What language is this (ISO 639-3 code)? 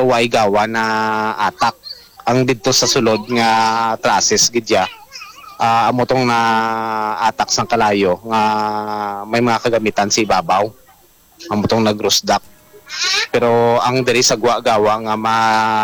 hil